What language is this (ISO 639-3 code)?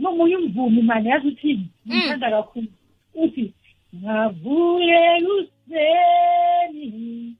nbl